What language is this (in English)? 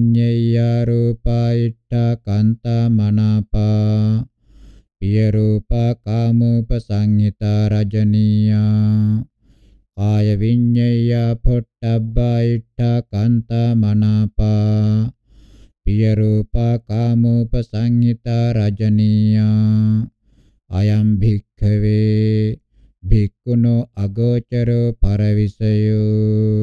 Pali